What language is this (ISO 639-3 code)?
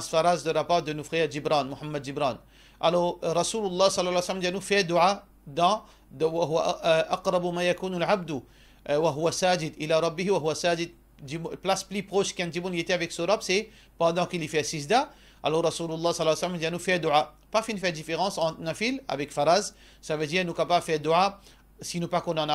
mfe